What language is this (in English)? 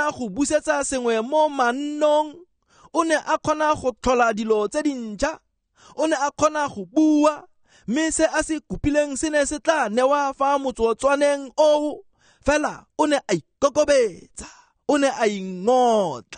Tswana